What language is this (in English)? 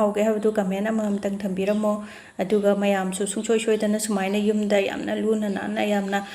Manipuri